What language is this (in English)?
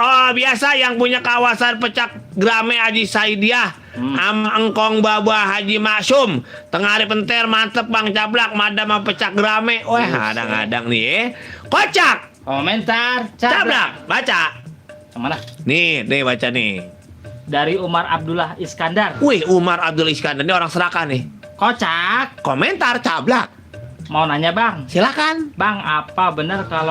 Betawi